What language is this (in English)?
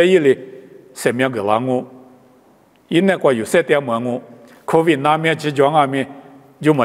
Lisu